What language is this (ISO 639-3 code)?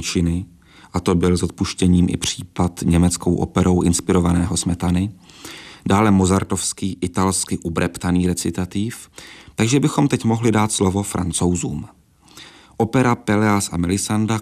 ces